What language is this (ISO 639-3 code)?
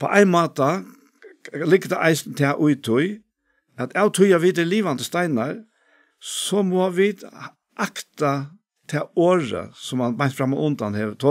fao